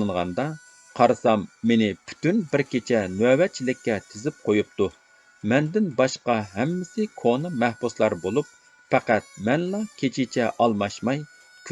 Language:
Uyghur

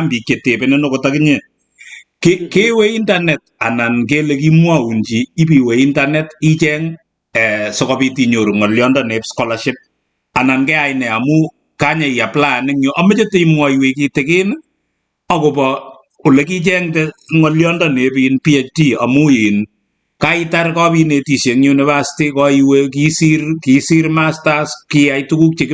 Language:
Kalenjin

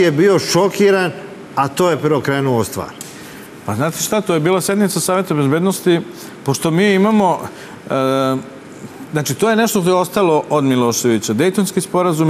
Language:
Serbian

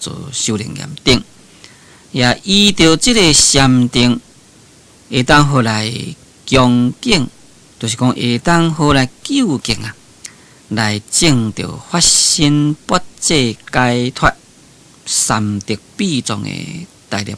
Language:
Min Nan Chinese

